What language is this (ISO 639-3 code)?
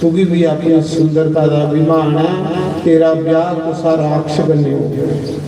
doi